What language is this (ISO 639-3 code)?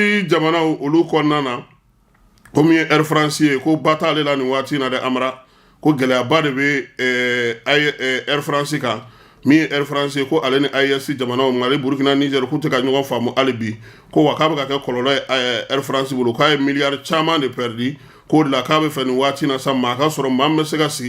bam